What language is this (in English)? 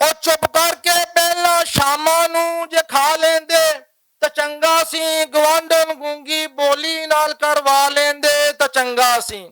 Western Panjabi